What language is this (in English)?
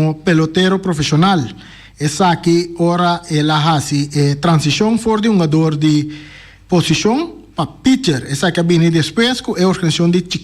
Papiamento